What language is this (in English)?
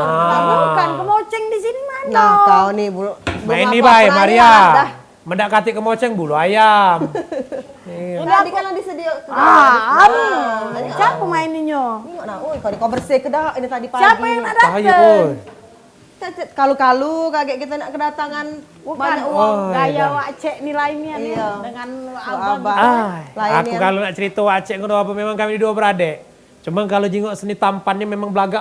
Musi